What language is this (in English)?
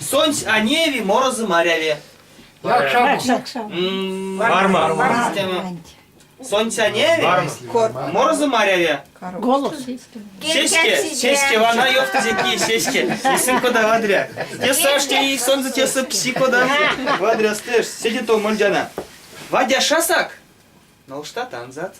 Erzya